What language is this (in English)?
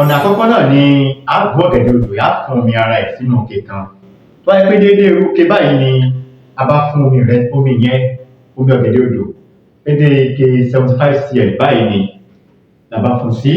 Yoruba